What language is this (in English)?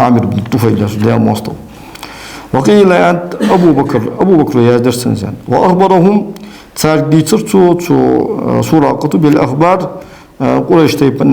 Ingush